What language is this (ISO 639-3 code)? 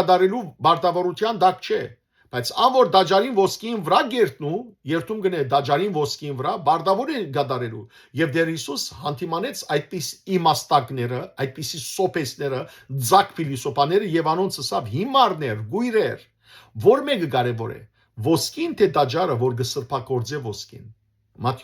hyw